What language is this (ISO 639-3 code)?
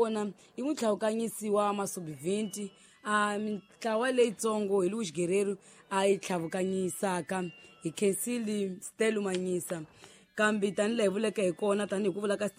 tso